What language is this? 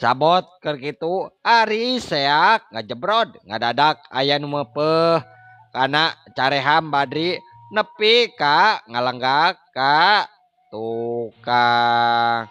Sundanese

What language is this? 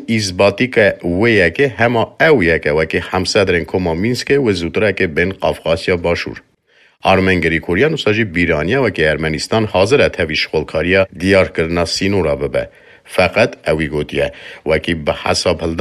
Kurdish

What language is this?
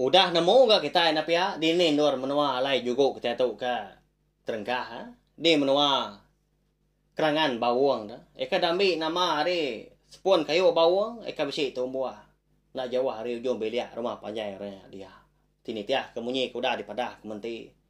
Iban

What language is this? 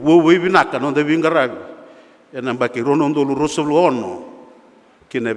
Fijian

